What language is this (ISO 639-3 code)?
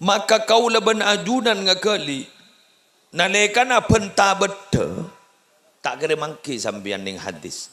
mad